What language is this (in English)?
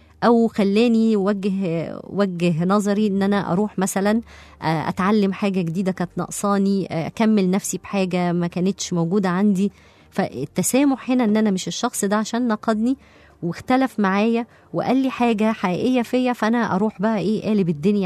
Egyptian Arabic